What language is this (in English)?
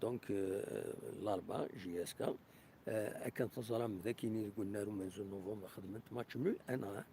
Kabyle